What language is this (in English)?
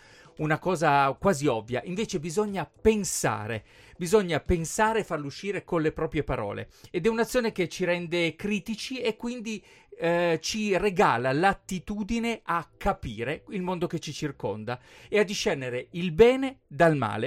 Italian